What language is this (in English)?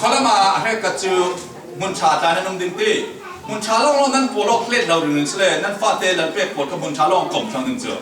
Falam Chin